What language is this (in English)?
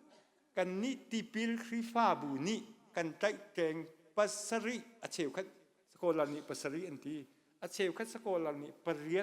Hakha Chin